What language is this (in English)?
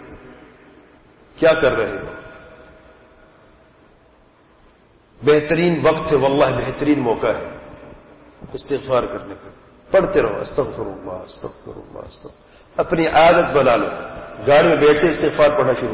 Urdu